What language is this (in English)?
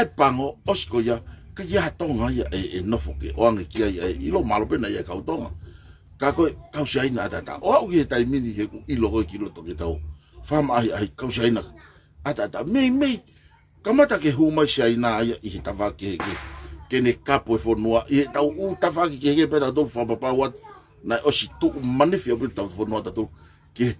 Tongan